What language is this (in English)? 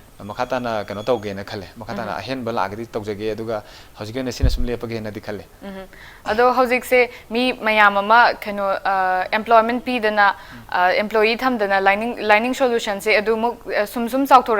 Manipuri